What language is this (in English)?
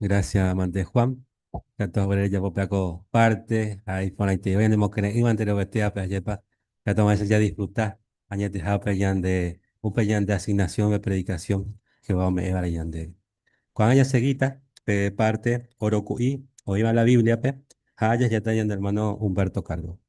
Guarani